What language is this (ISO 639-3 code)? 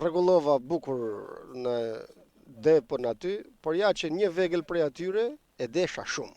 sqi